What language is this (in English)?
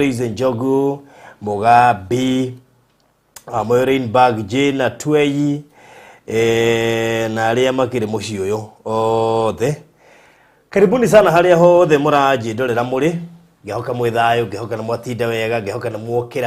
Kikuyu